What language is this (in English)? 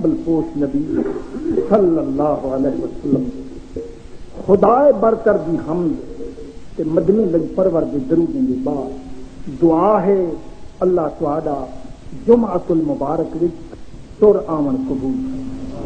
Saraiki